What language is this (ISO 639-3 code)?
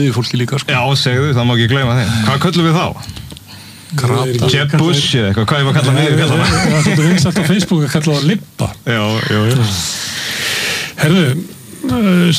isl